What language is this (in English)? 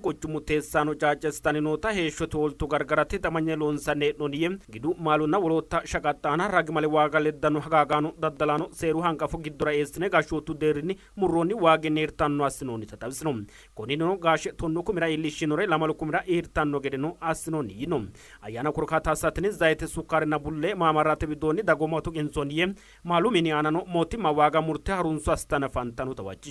Sidamo